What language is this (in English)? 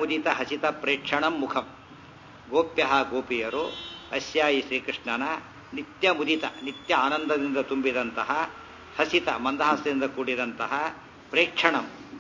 Kannada